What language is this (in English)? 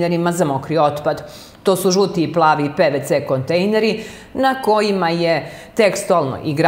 Serbian